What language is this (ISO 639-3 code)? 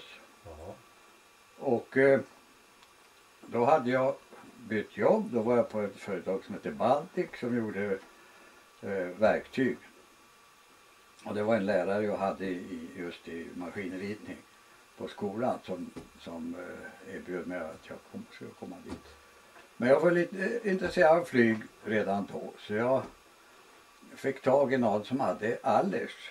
swe